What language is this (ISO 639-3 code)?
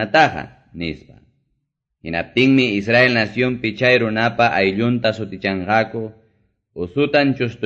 que